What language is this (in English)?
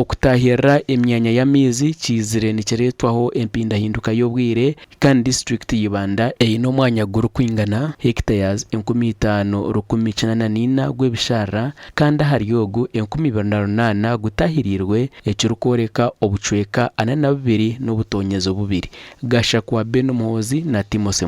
Nyankole